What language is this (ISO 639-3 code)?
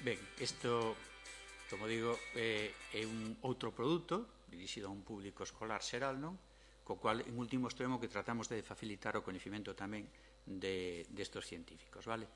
glg